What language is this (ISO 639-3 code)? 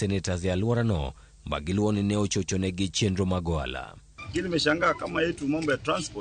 luo